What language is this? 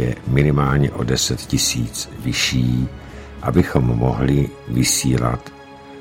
Czech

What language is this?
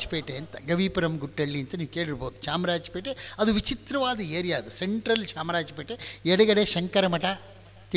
Kannada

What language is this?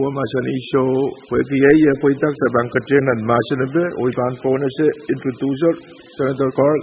Pohnpeian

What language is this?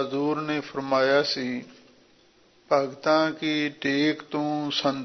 Punjabi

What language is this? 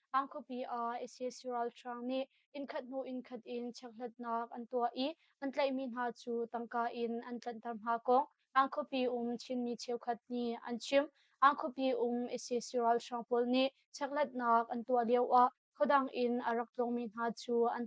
Hakha Chin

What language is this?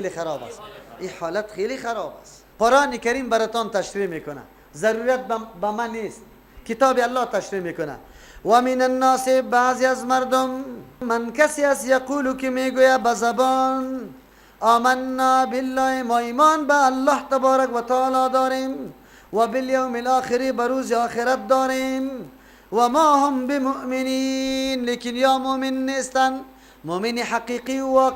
Persian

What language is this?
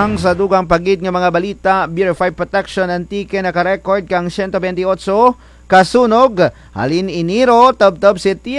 Kinaray-a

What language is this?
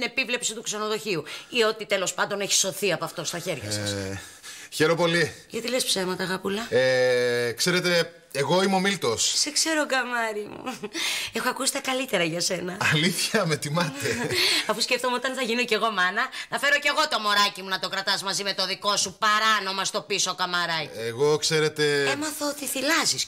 Greek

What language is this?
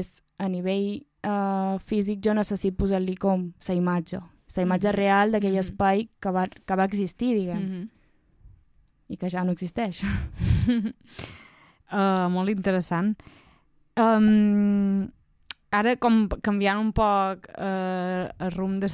Catalan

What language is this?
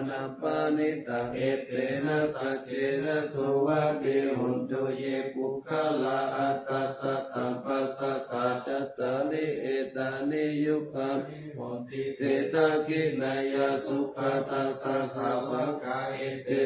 Pali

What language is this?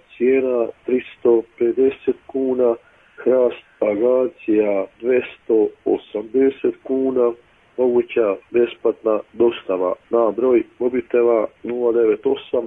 Croatian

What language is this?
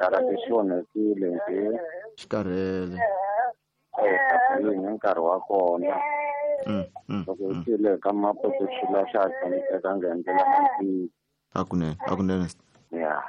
Tsonga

